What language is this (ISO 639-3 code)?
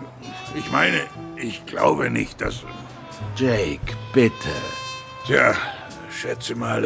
gsw